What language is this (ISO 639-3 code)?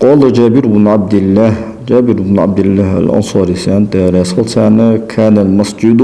inh